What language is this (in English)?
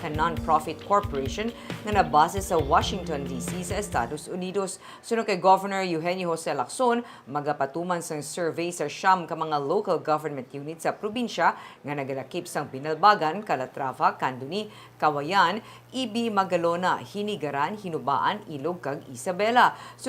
Hiligaynon